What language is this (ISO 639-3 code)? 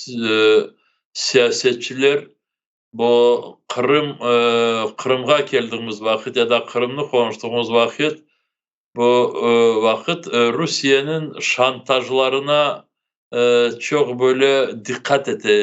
crh